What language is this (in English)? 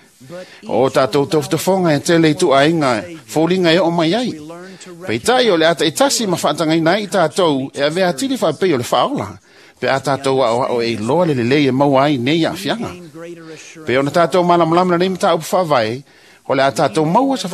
Samoan